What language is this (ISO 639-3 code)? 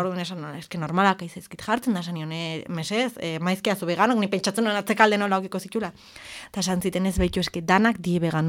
eus